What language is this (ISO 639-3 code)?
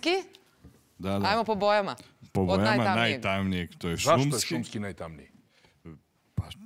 srp